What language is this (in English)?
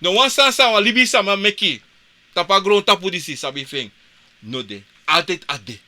Sranan Tongo